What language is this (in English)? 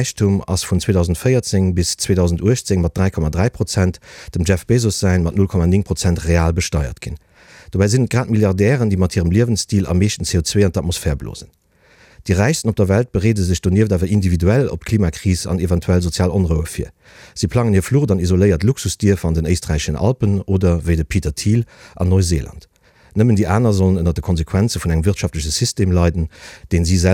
Luxembourgish